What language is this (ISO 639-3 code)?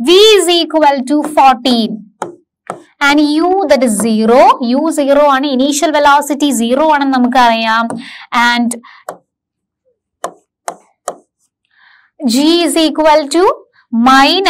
mal